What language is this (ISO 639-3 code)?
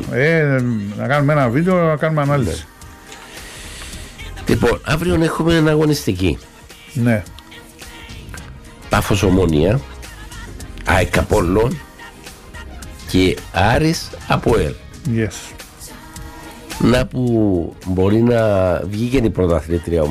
ell